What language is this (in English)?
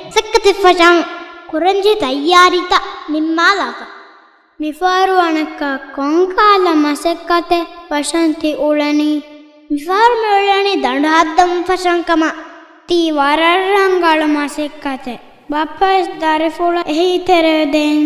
Divehi